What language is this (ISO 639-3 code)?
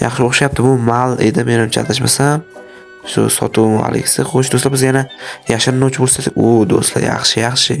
uzb